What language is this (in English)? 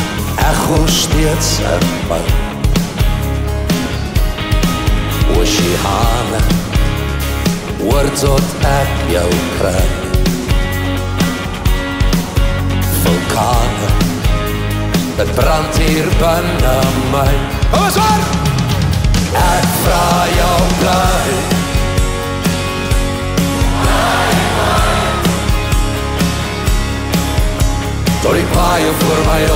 Afrikaans